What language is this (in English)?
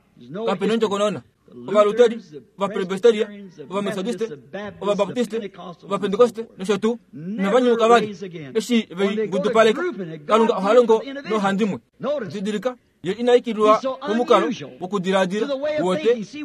Kuanyama